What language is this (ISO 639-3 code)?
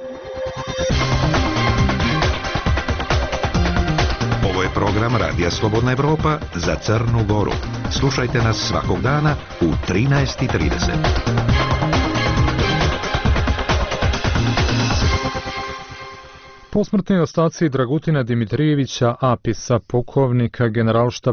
srp